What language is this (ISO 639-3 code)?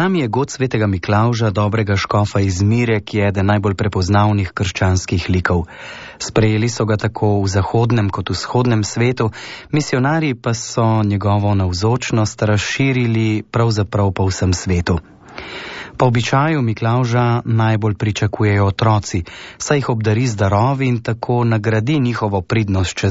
slv